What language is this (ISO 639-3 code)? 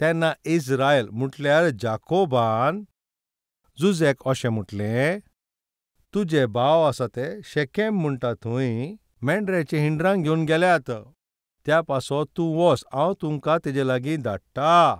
kok